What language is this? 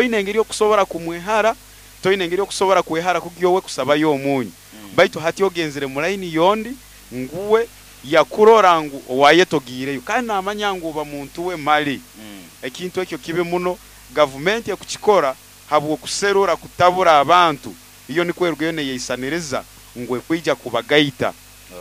Nyoro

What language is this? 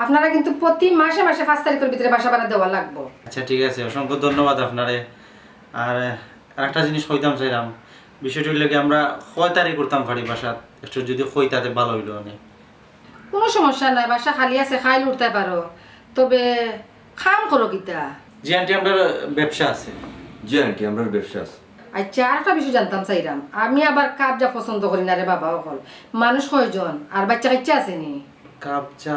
Sylheti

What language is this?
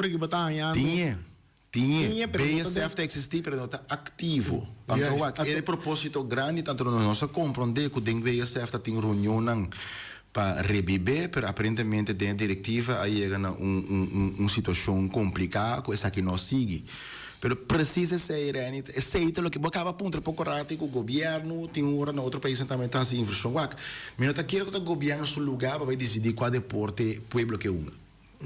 Papiamento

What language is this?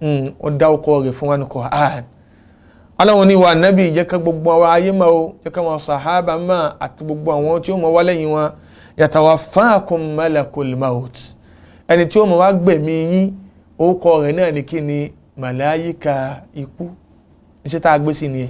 Yoruba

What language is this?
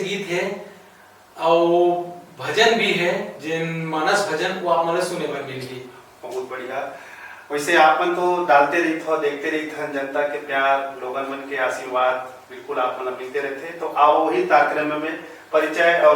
Chhattisgarhi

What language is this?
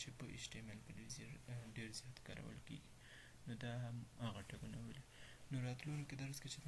Pashto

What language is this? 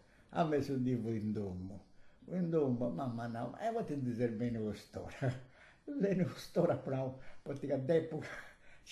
Sardinian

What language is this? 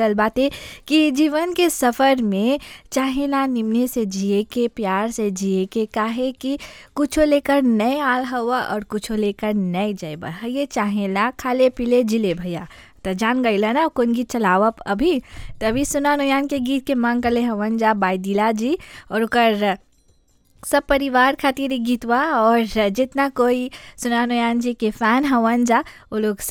Bhojpuri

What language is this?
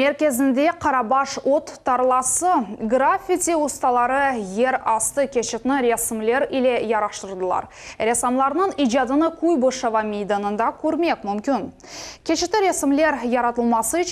Crimean Tatar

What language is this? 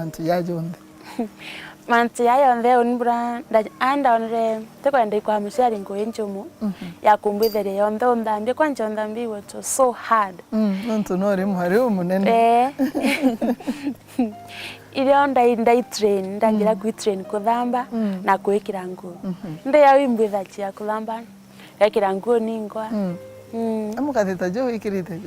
Meru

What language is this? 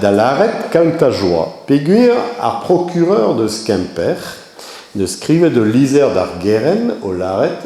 Breton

